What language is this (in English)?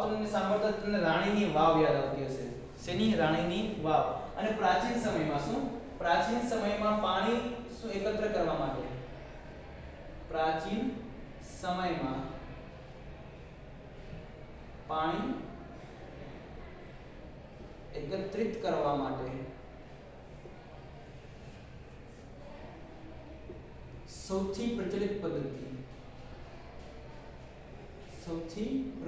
Gujarati